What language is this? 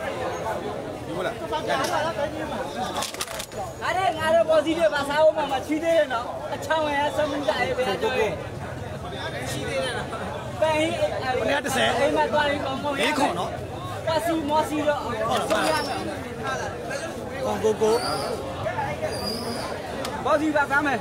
Burmese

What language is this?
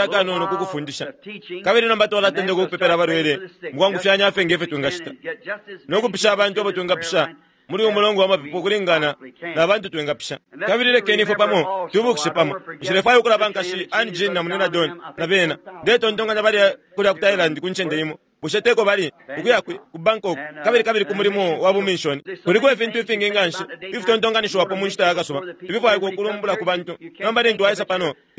Bemba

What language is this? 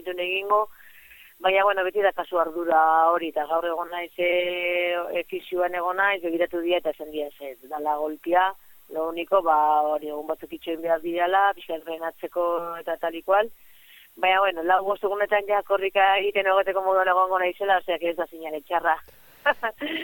Basque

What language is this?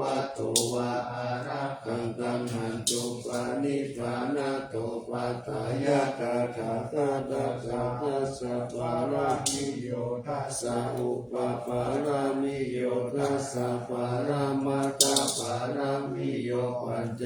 Pali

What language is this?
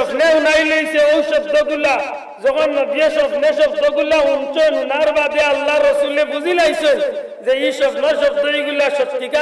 Sylheti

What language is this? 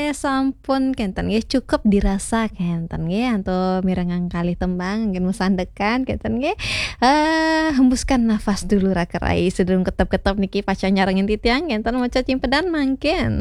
Balinese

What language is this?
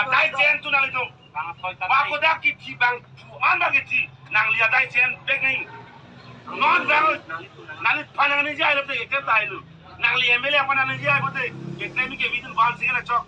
Karbi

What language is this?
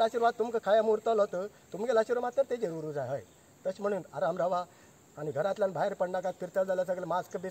Konkani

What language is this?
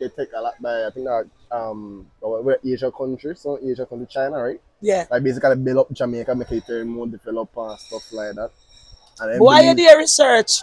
Jamaican Creole English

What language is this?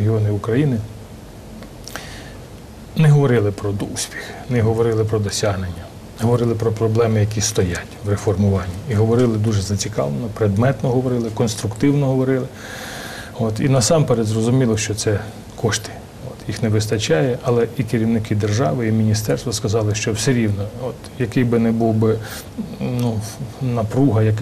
Ukrainian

